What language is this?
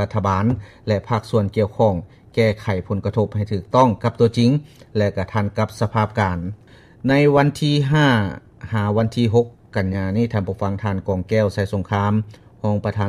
Lao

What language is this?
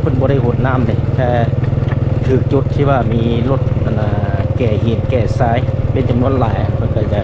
Lao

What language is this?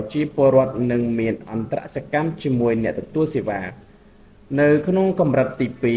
Khmer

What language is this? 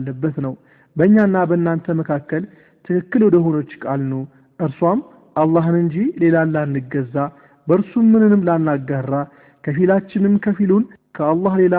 Amharic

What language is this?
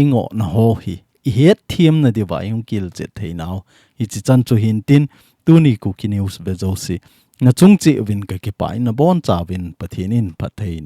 Thado Chin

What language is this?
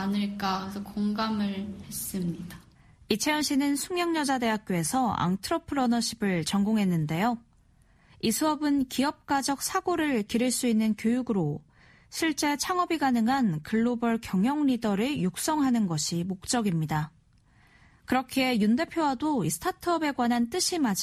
Korean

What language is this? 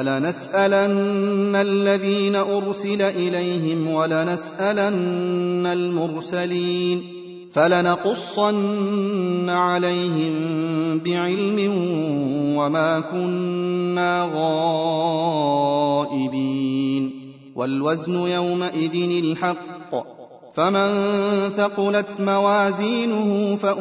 Arabic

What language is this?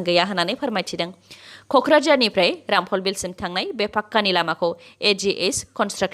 Bodo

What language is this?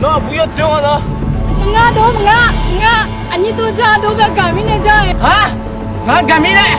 Akha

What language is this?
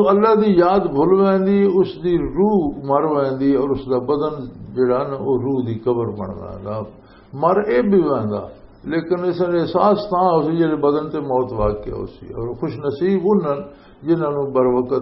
Western Panjabi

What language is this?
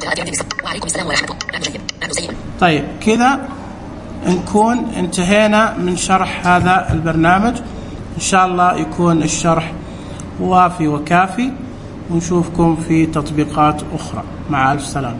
Najdi Arabic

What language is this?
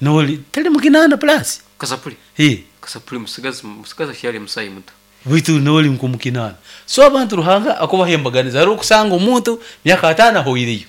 Nyoro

